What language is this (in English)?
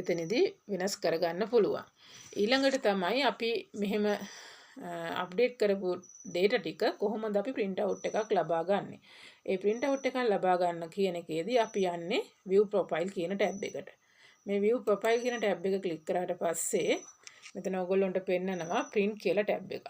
Sinhala